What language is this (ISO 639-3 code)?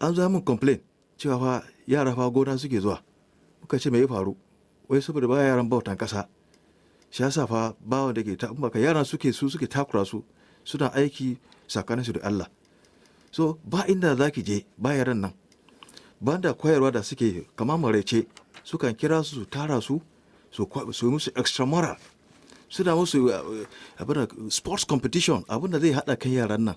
hau